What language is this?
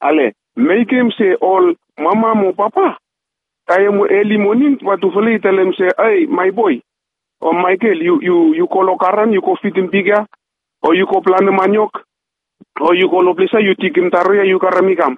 Bislama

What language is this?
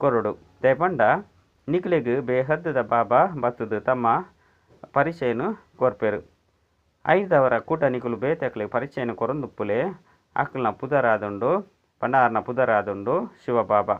Tulu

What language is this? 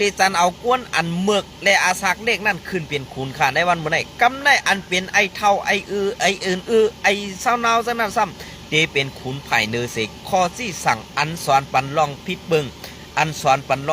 Shan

